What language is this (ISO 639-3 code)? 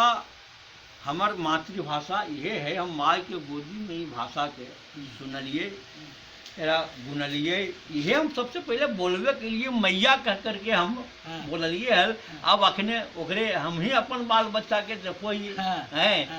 mag